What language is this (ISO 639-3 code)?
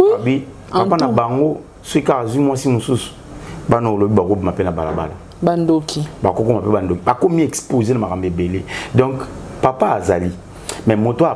lin